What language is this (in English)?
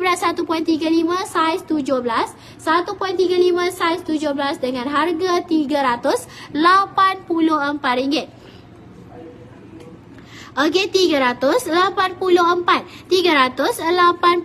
Malay